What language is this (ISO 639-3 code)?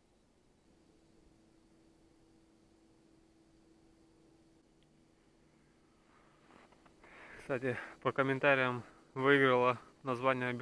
rus